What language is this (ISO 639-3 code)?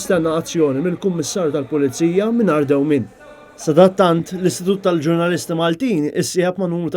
mlt